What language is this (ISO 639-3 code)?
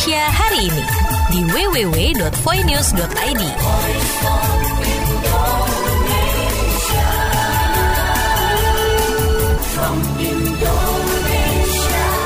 ind